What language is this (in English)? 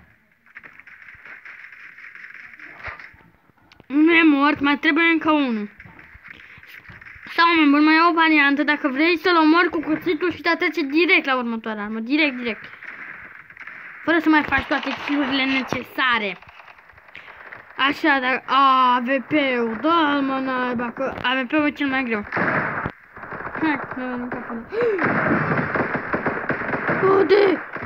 Romanian